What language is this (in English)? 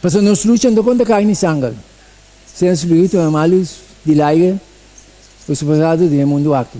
Papiamento